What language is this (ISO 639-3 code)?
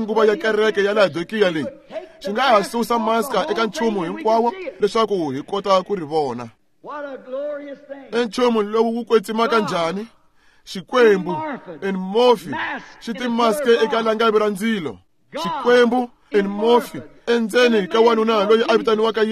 tso